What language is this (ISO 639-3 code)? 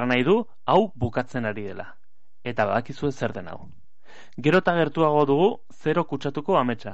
eus